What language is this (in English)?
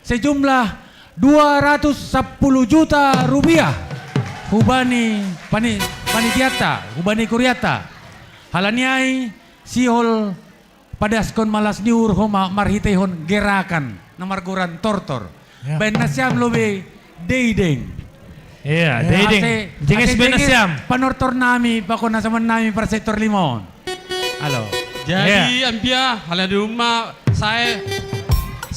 Batak Simalungun